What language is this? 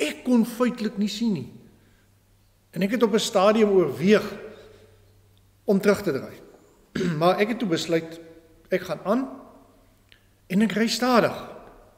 Afrikaans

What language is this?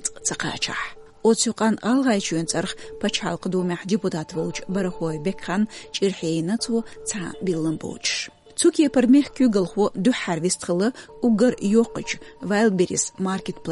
Chechen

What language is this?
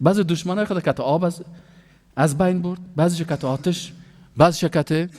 Persian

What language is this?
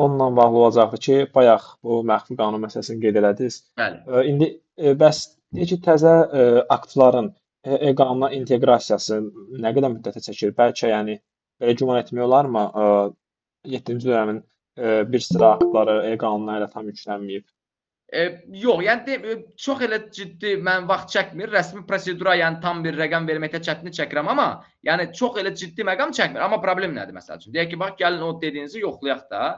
Azerbaijani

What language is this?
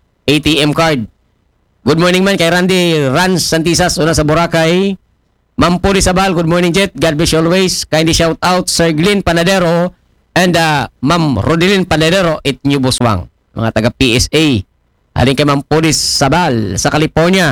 Aklanon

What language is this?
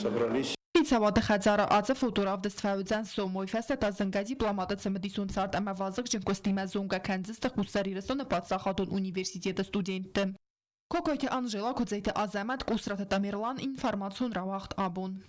Ossetic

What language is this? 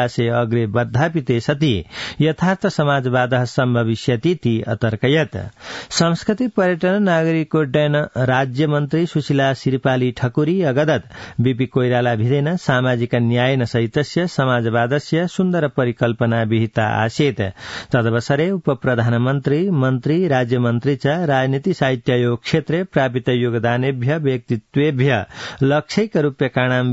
Sanskrit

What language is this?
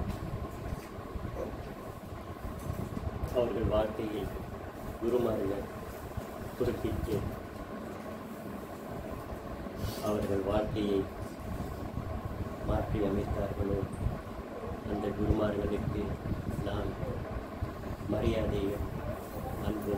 Tamil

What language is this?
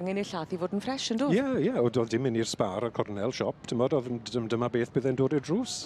Welsh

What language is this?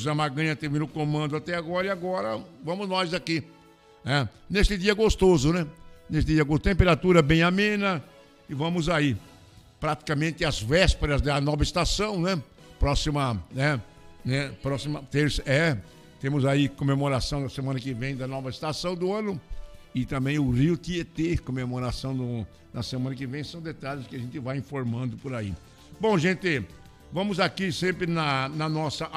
Portuguese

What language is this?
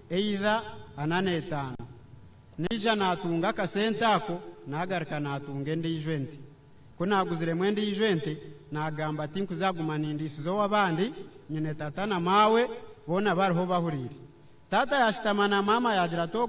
Nyankole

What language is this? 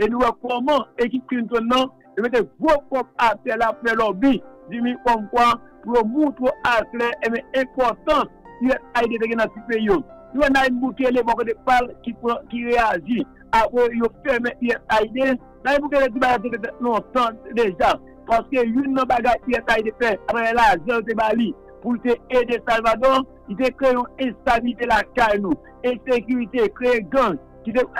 Haitian Creole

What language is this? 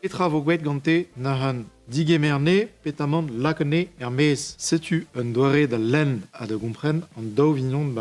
Breton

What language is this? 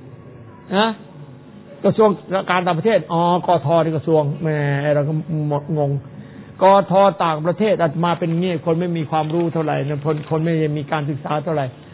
Thai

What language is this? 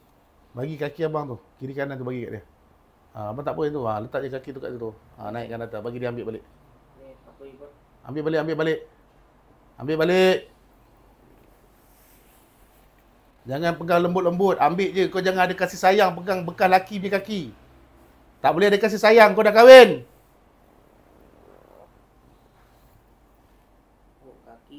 Malay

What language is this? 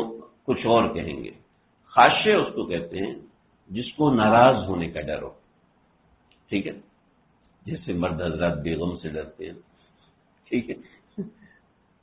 Urdu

